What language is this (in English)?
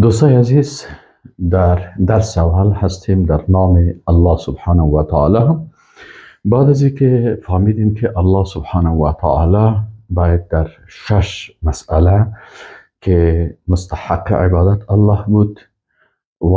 Persian